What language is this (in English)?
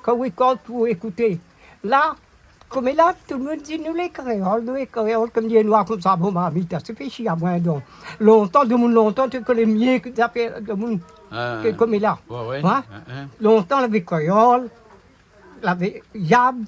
Réunion Creole French